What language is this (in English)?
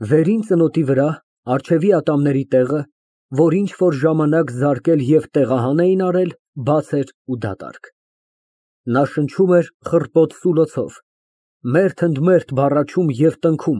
Armenian